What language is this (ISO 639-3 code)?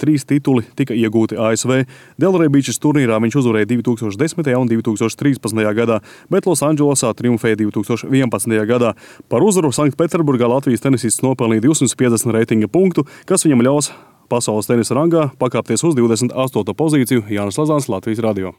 lav